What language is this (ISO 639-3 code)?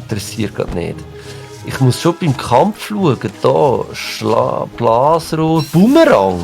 gsw